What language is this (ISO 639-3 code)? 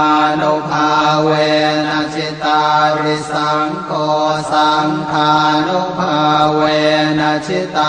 pli